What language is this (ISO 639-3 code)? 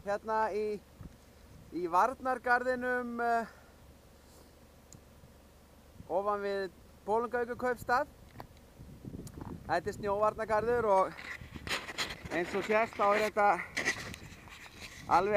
isl